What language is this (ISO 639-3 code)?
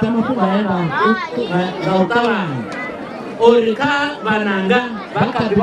ven